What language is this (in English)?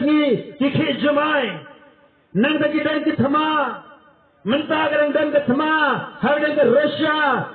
Khasi